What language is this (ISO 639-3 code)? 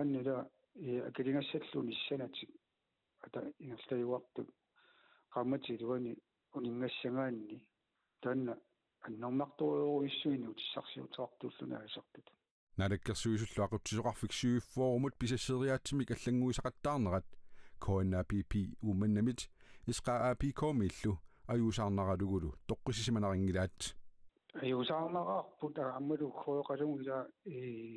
kal